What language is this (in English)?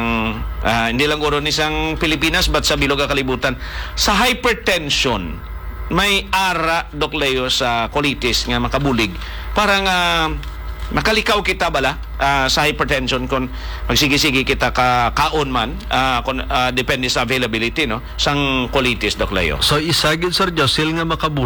Hiligaynon